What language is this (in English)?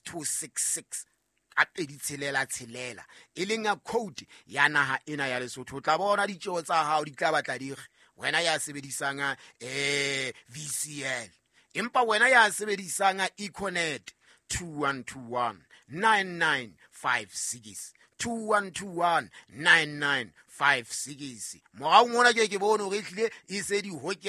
Southern Sotho